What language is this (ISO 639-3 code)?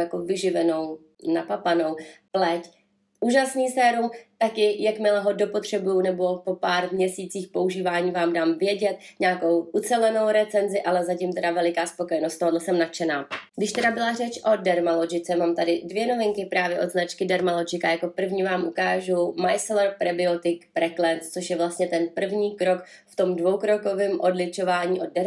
ces